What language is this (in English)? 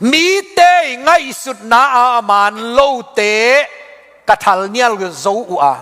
Tedim Chin